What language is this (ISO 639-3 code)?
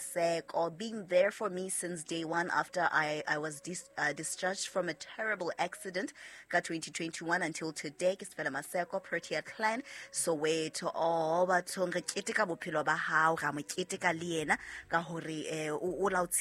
sot